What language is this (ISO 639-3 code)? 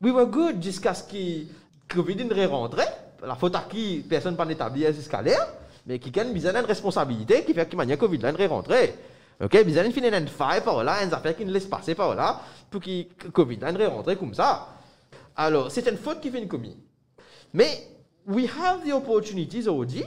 mfe